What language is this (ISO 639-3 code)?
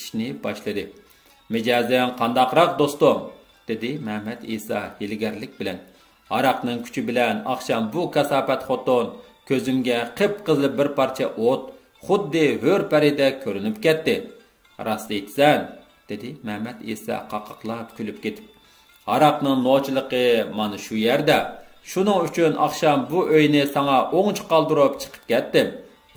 uig